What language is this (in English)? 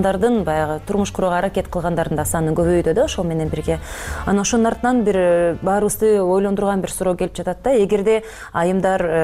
Kyrgyz